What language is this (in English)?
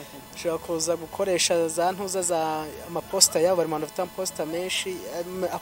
Kinyarwanda